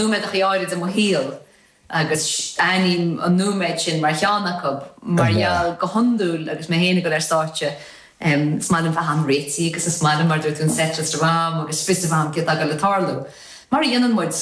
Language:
Irish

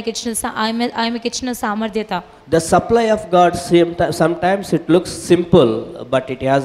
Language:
Telugu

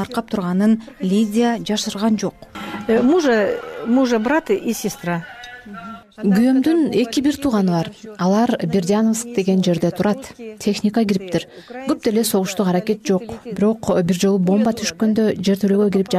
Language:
Kyrgyz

